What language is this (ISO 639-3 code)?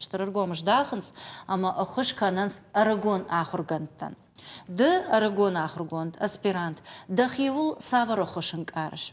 oss